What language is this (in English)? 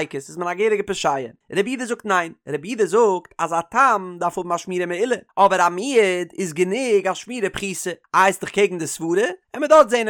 Yiddish